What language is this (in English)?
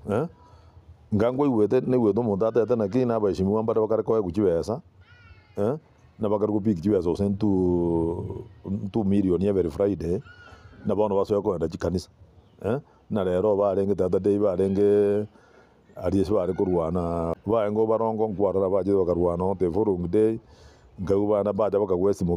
Gusii